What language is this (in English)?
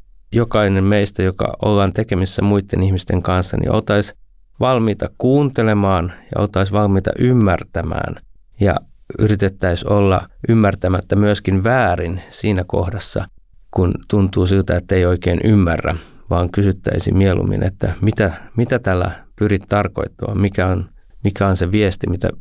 Finnish